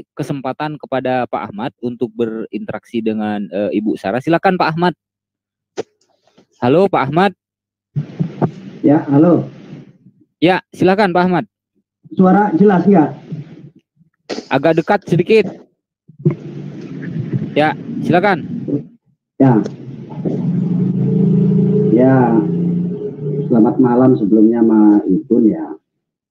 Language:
Indonesian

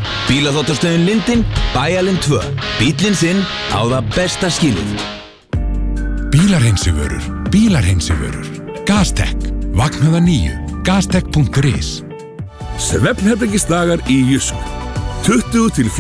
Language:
Icelandic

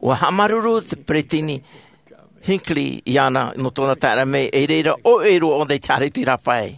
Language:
Tahitian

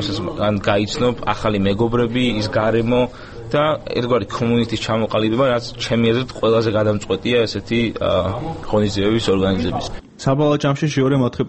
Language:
Georgian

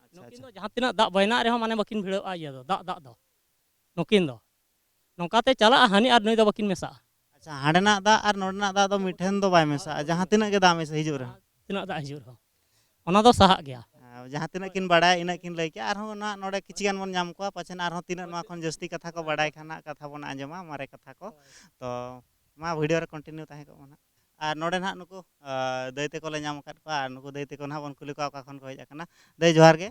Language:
Santali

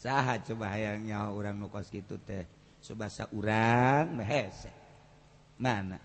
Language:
Sundanese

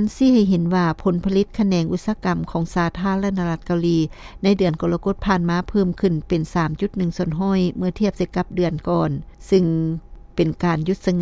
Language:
Lao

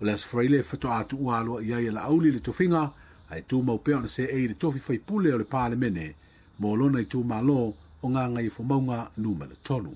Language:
Samoan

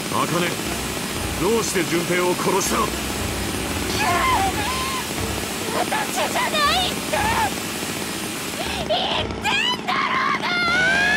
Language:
Japanese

